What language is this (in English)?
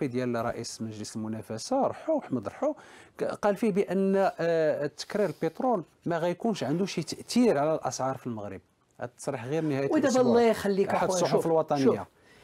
Moroccan Arabic